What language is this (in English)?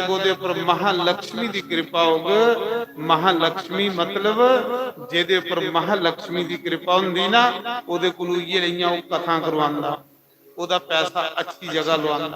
Dogri